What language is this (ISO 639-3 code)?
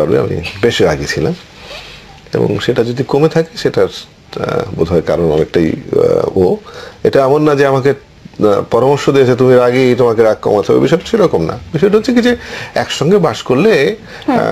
ben